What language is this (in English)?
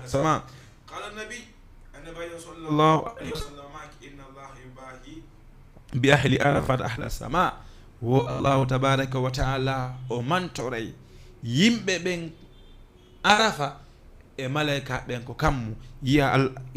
Fula